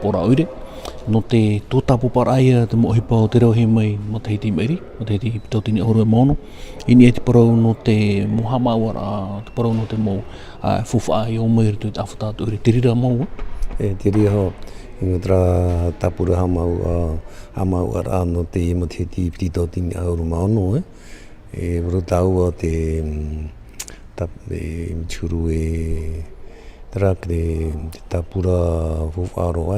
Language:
Tahitian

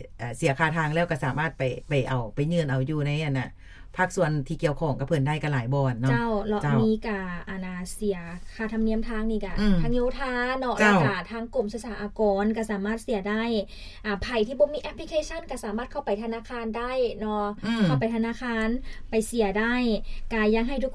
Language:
Lao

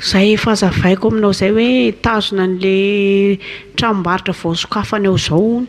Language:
Malagasy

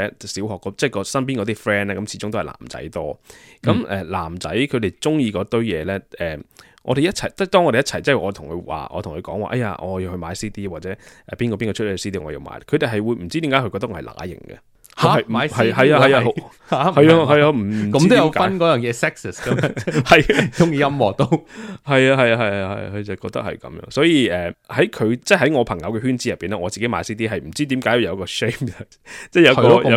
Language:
Cantonese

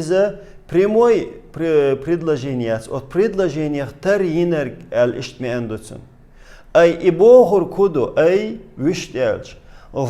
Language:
Chechen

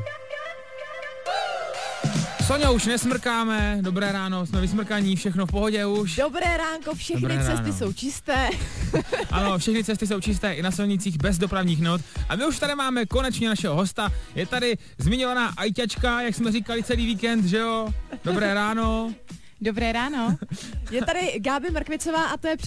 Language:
Czech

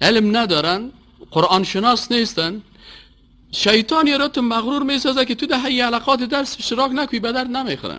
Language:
Persian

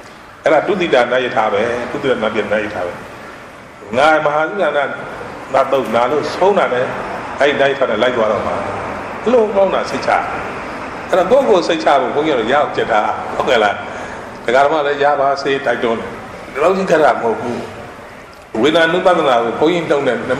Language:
Burmese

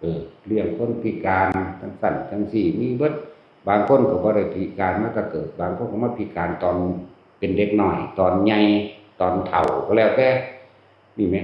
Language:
Lao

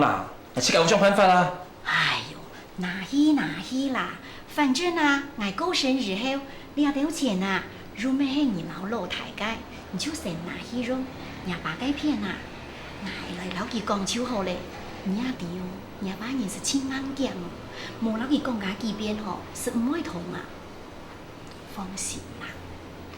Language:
Hakka Chinese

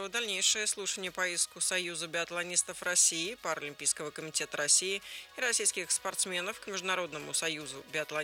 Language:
Russian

